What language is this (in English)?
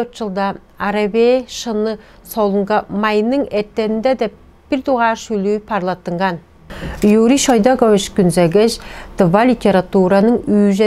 Tuvinian